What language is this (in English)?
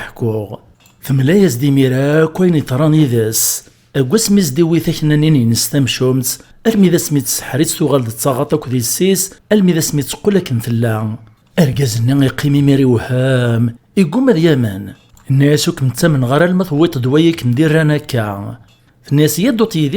Kabyle